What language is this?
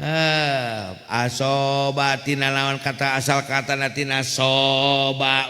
Sundanese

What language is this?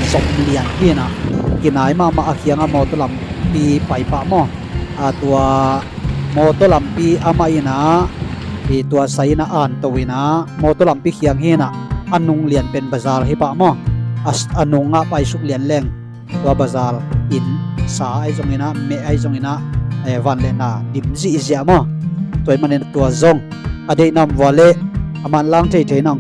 Tedim Chin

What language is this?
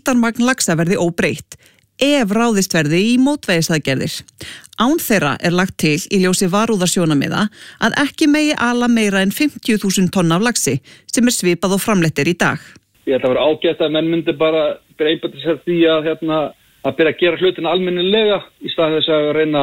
Icelandic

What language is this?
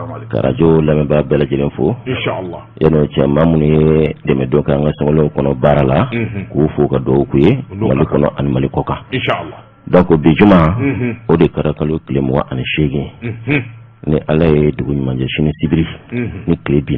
Bambara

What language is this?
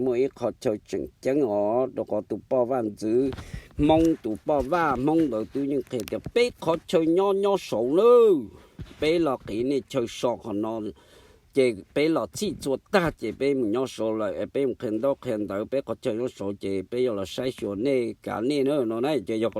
Hmong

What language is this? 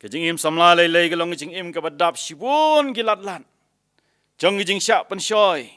Khasi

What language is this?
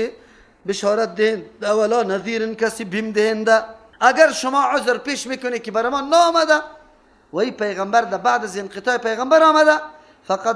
Persian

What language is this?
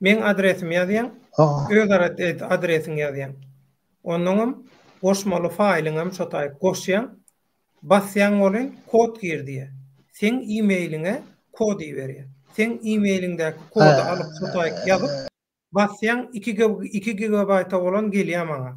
Turkmen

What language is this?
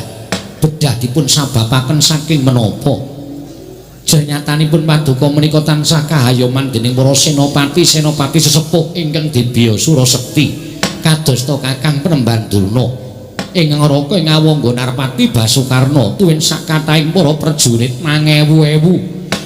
Javanese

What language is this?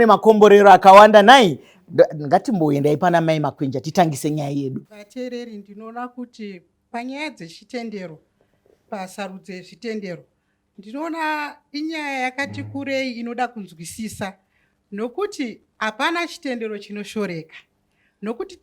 Shona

